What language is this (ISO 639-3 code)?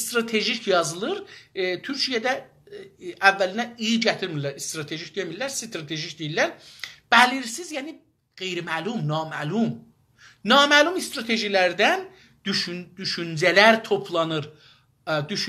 azb